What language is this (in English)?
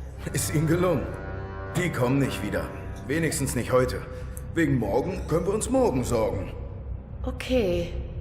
Swiss German